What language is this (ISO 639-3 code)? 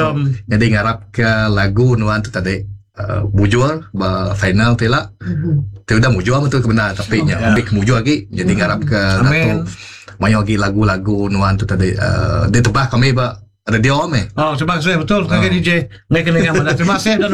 iba